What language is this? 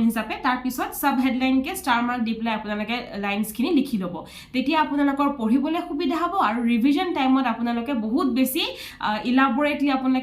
Assamese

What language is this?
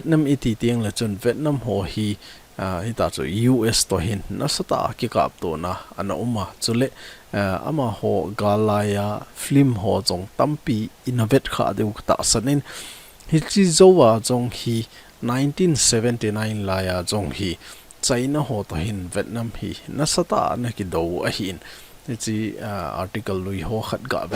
Thado Chin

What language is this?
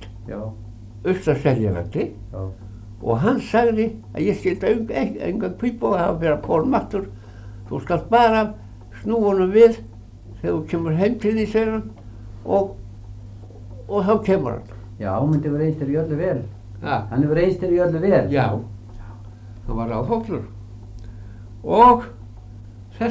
Icelandic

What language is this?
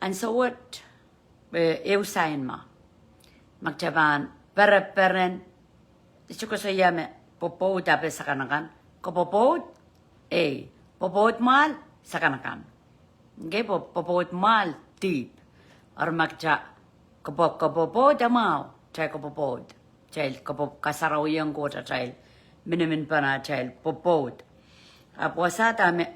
Pohnpeian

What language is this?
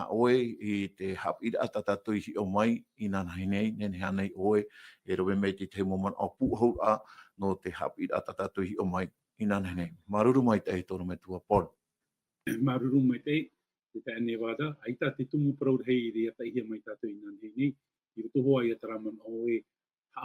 Tahitian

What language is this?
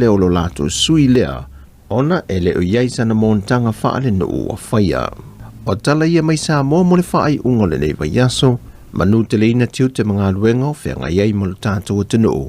Samoan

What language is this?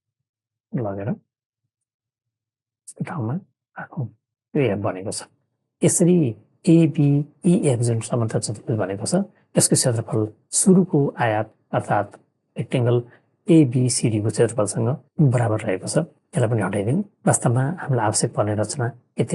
Nepali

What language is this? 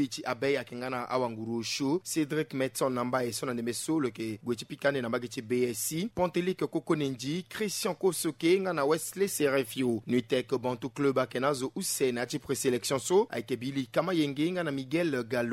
Sango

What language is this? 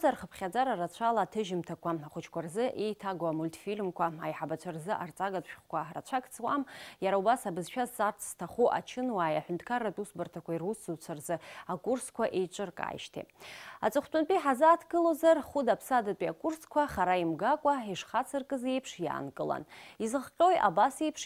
Abkhazian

